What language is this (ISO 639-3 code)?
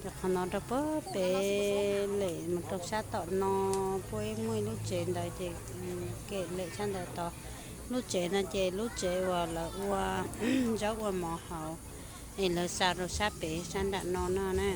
hmn